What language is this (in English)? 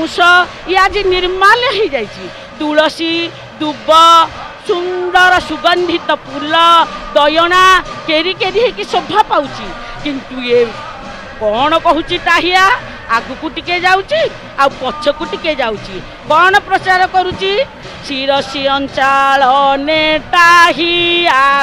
Odia